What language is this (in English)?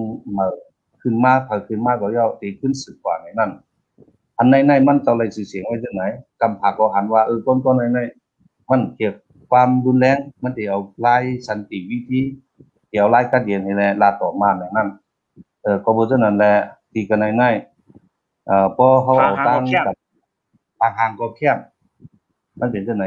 Shan